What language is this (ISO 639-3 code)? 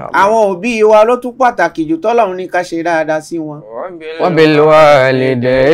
yor